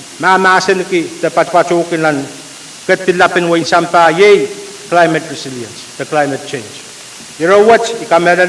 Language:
Pohnpeian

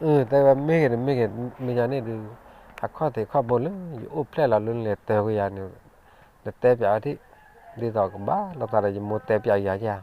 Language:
S'gaw Karen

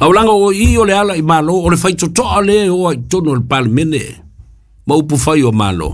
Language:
Samoan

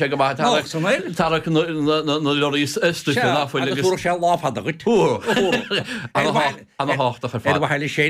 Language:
Irish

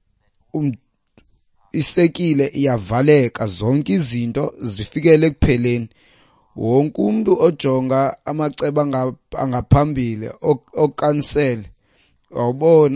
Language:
Xhosa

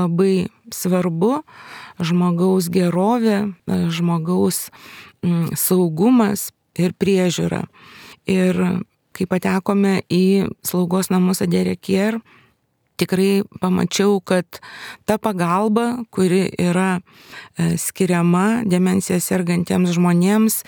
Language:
Lithuanian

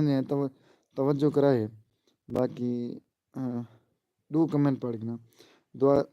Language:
Saraiki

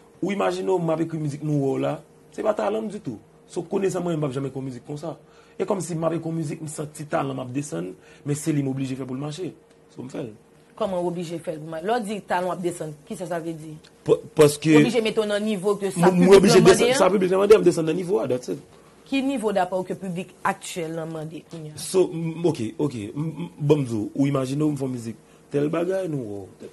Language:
Haitian Creole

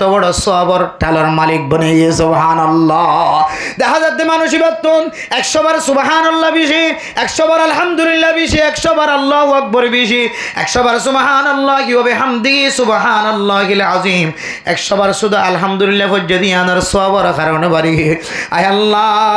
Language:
Rohingya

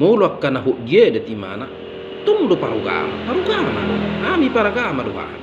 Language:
Batak Toba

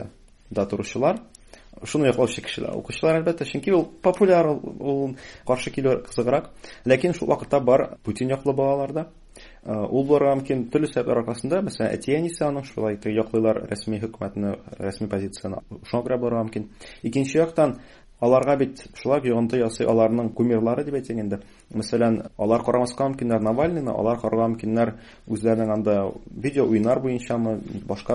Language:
Tatar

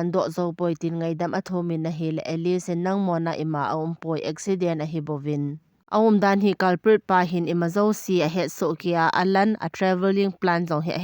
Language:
Thado Chin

